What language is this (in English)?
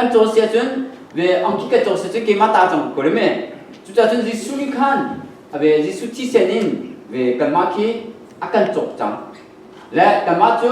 Hakha Chin